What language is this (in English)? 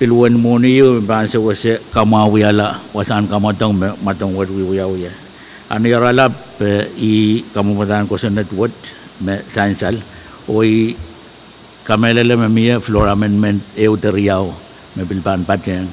Pohnpeian